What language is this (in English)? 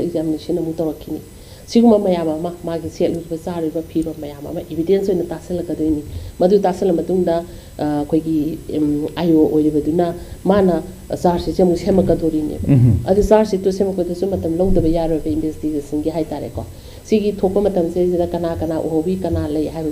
Manipuri